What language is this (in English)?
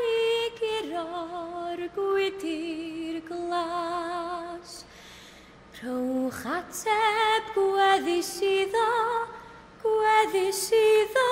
Welsh